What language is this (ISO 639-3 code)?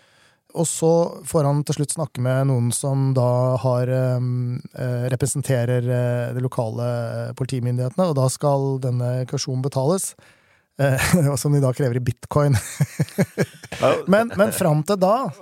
nor